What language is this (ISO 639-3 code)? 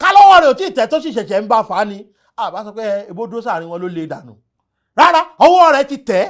yor